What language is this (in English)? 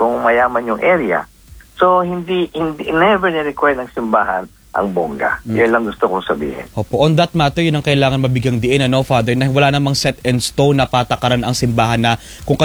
Filipino